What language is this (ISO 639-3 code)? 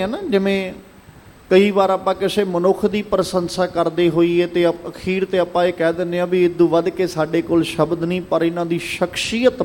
pan